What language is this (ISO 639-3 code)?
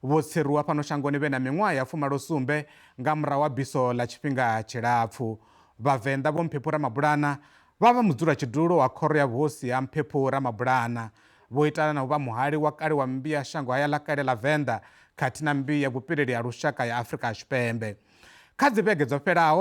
ven